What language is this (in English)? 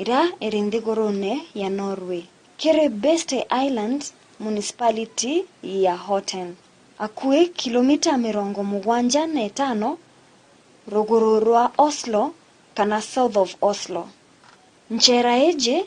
Meru